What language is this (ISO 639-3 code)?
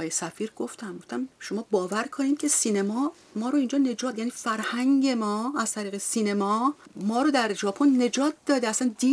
fas